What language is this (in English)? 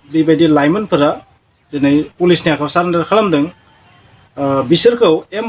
Bodo